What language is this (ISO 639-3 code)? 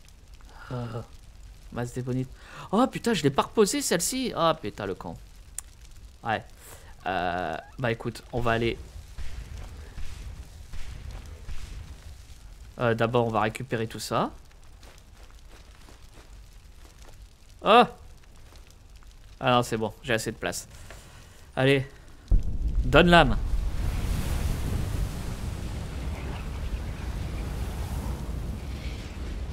fra